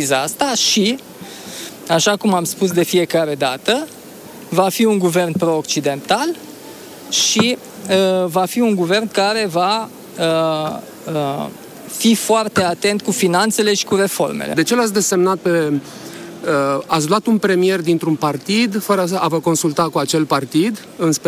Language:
Romanian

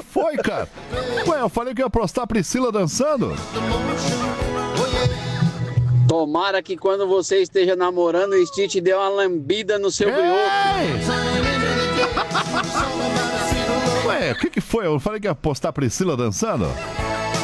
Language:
Portuguese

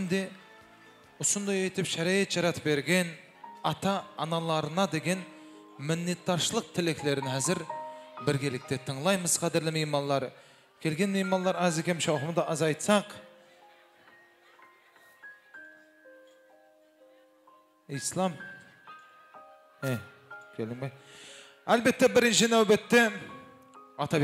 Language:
Kara-Kalpak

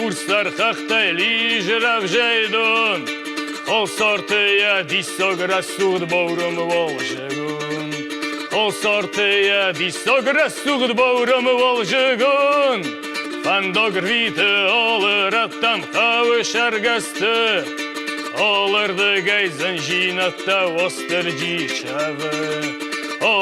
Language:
Ossetic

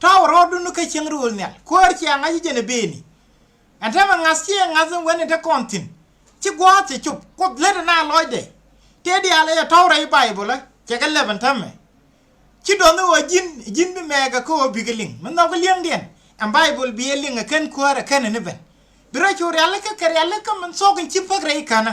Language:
Nuer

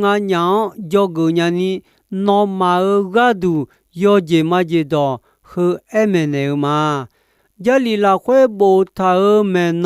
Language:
Akha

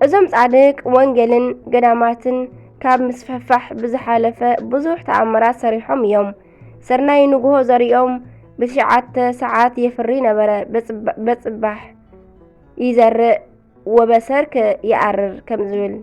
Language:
Tigrinya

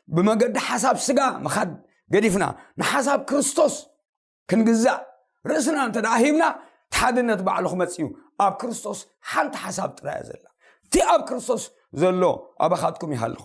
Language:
Tigrinya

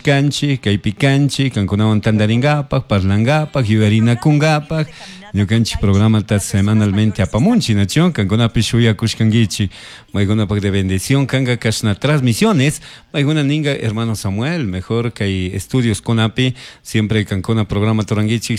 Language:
Chimborazo Highland Quichua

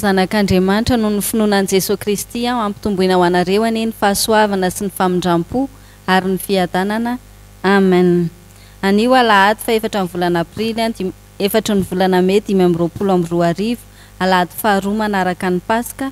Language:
Malagasy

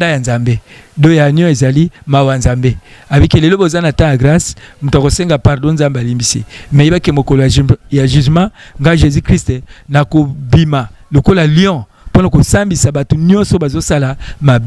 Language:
Lingala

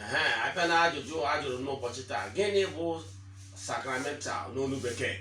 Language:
Igbo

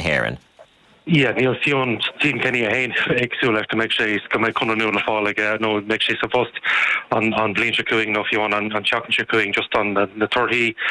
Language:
Irish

